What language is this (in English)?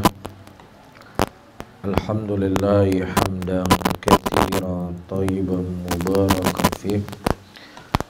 Indonesian